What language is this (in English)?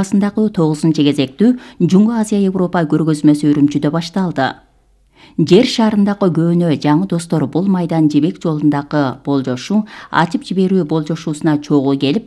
Kyrgyz